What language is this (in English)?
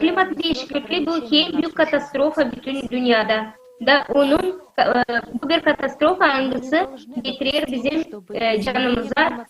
Gagauz